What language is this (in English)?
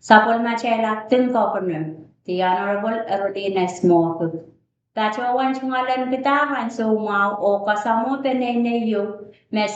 Pohnpeian